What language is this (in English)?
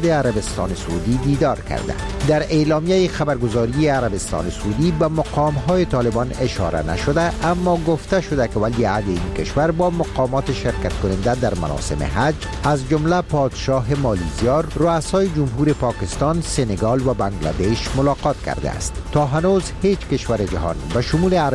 Persian